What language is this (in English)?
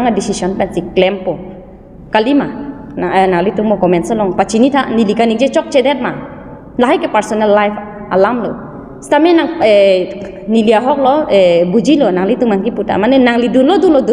Karbi